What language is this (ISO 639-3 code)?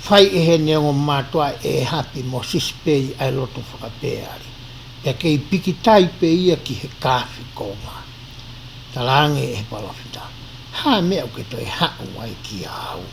ton